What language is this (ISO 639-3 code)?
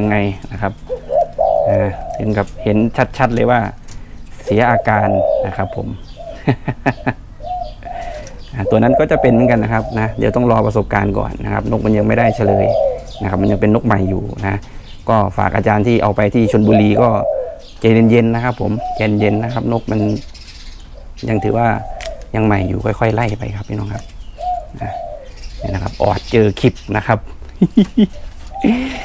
tha